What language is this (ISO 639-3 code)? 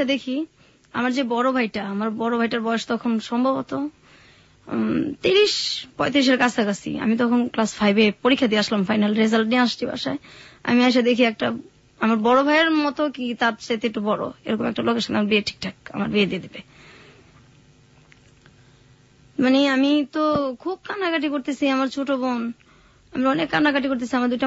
ben